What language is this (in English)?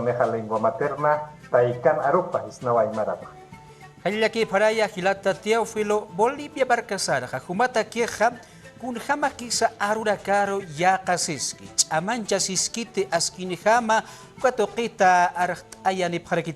Aymara